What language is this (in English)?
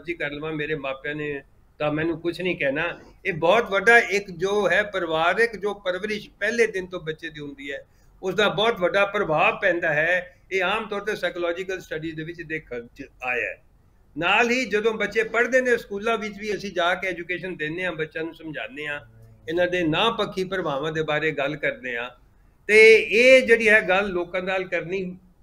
Punjabi